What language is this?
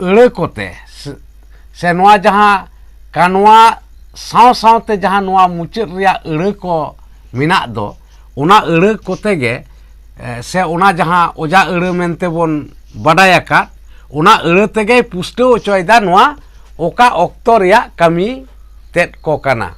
Santali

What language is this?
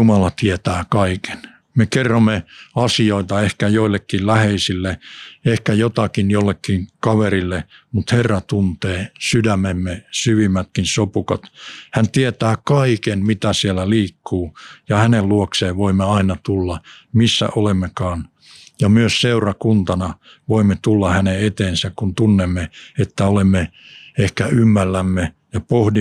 Finnish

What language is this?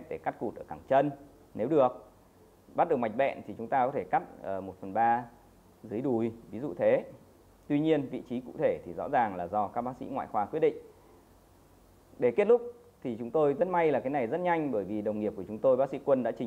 Vietnamese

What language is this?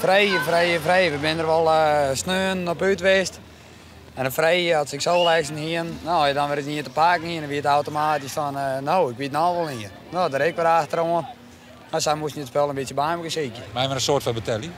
Western Frisian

